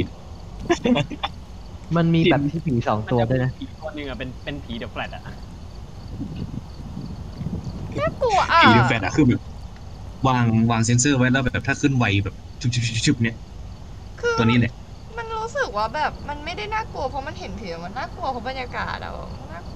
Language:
Thai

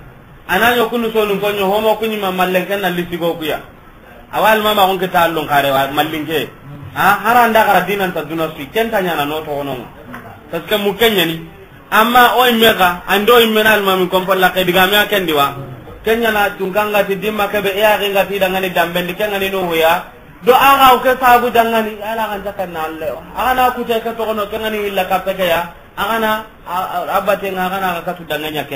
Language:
Soninke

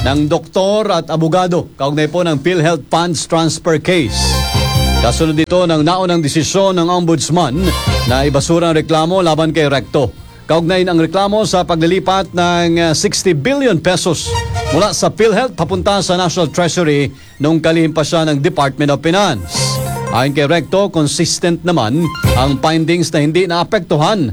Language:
Filipino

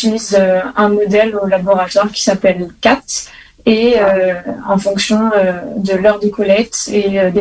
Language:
French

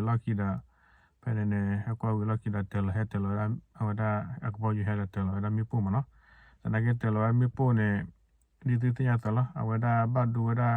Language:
S'gaw Karen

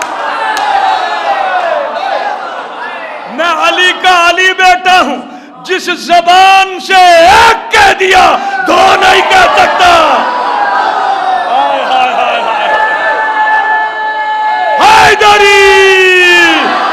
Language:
Urdu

